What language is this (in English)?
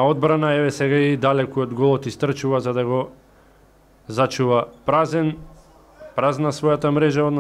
Macedonian